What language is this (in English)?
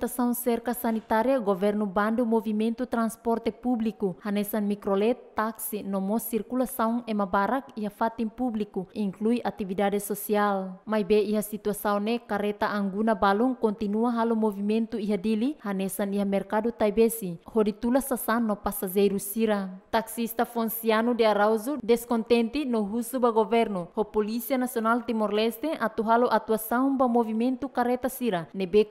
Tetum